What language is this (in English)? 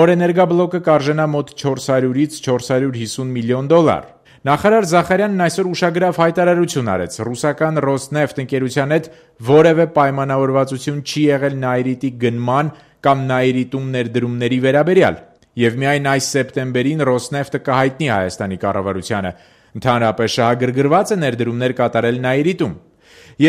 Armenian